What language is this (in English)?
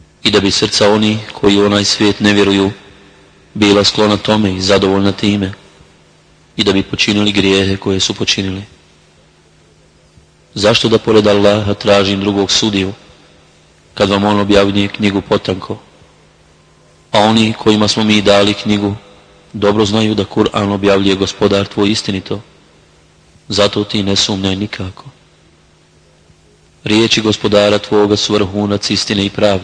Bosnian